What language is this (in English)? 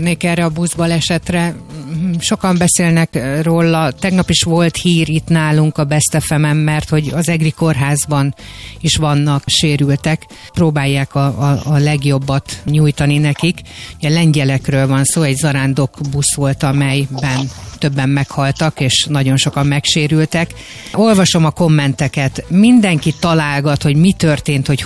Hungarian